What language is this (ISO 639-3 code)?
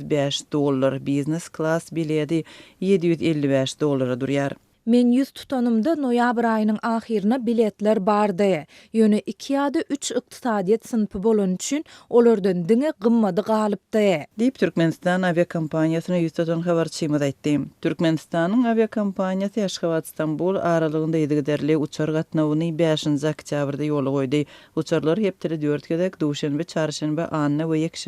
tuk